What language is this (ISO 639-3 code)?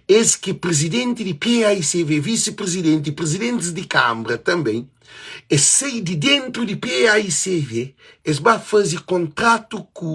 kea